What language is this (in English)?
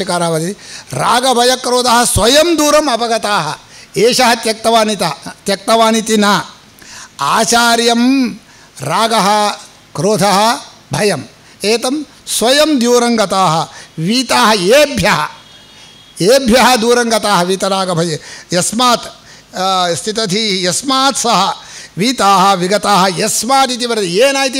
Sanskrit